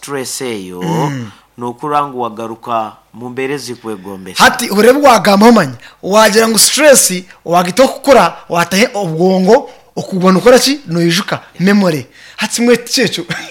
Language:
Nyankole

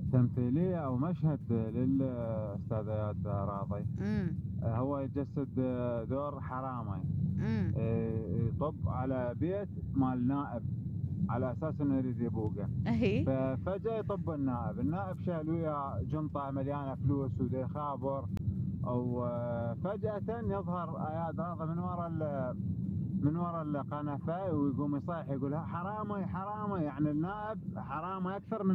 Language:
Mesopotamian Arabic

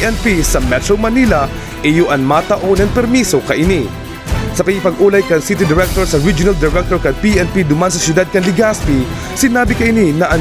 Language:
Bikol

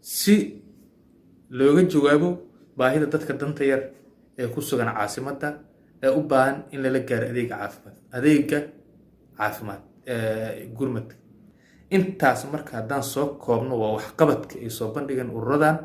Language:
Somali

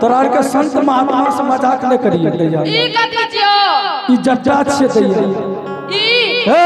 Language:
Angika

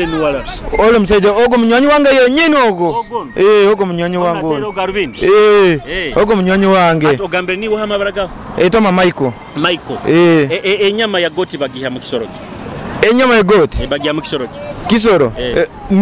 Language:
Nyoro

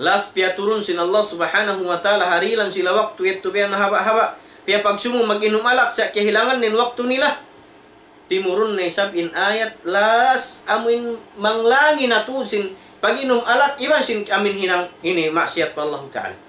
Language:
Tausug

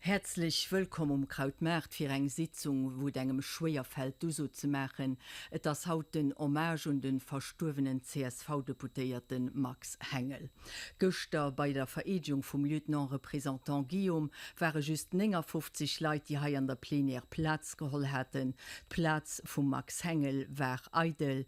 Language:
Luxembourgish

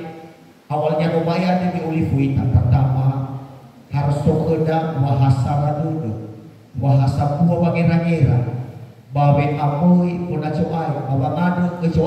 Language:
Nias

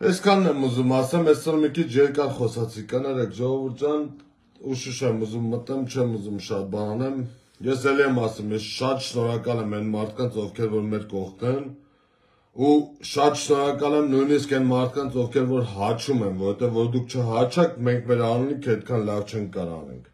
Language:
Armenian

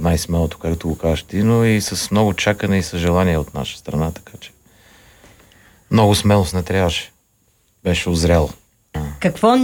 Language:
Bulgarian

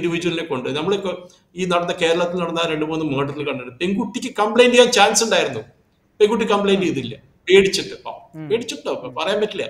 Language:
Malayalam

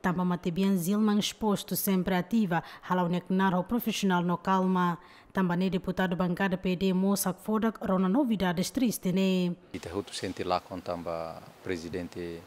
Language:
Tetum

